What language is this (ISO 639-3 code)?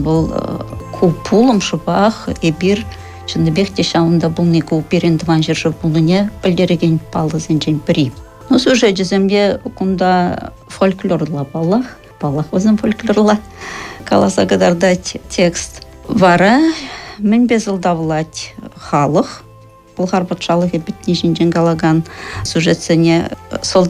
chv